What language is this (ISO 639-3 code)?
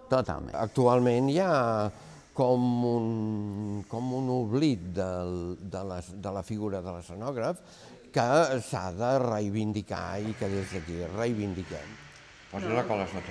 cat